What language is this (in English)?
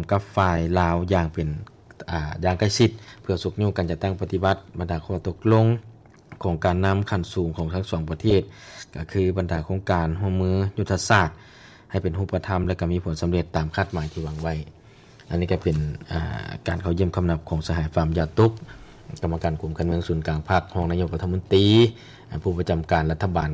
Lao